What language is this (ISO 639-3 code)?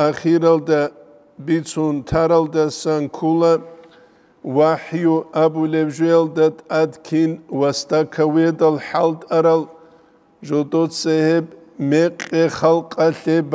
ava